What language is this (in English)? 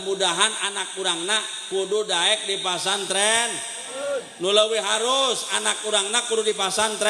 Sundanese